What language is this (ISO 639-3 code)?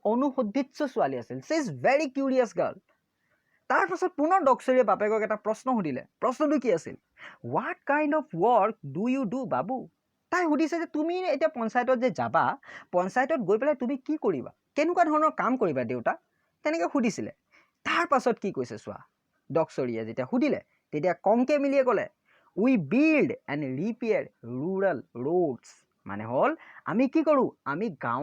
asm